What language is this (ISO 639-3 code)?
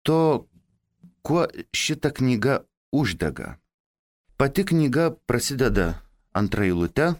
lit